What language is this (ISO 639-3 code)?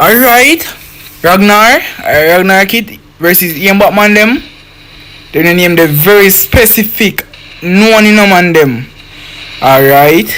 jam